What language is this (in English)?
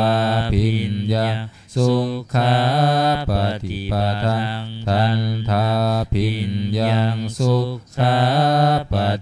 Pali